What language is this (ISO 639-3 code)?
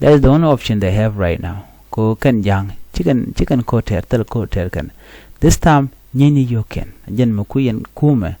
nus